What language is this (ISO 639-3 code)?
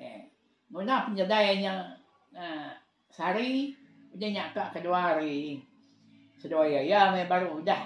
iba